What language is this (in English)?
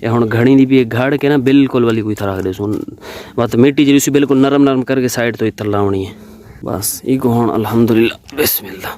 Saraiki